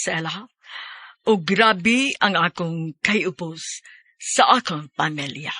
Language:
Cebuano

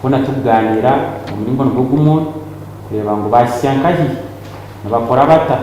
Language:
Nyankole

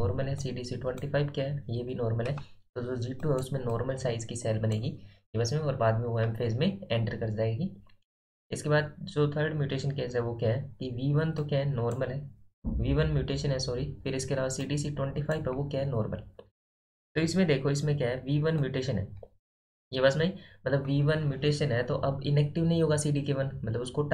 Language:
Hindi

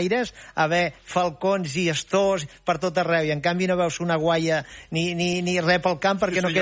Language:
Catalan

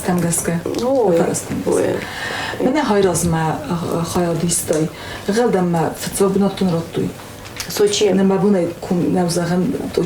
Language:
Ossetic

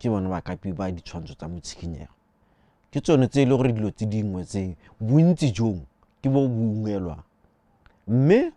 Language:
Tswana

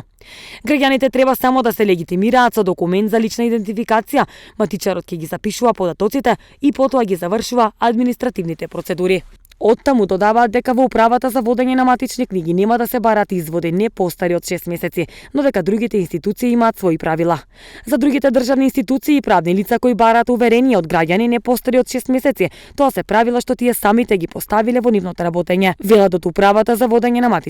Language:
Macedonian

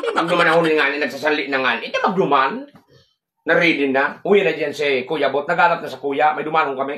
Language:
Bikol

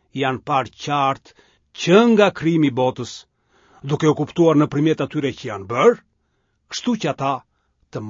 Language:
Albanian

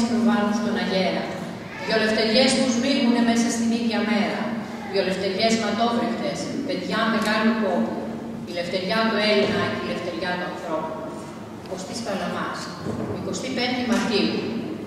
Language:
Greek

